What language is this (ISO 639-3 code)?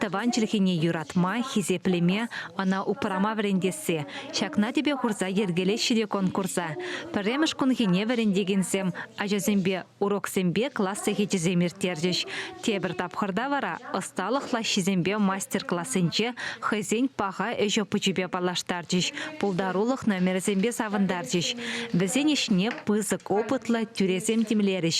chv